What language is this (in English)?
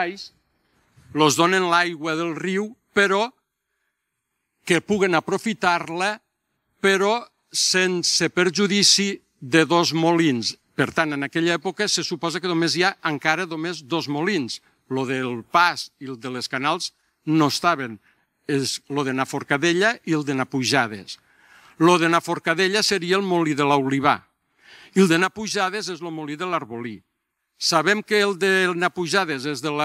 Catalan